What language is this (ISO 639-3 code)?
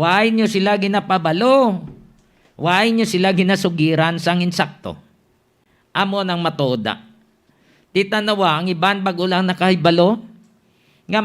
hil